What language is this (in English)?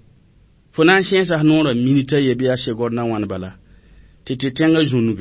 Mossi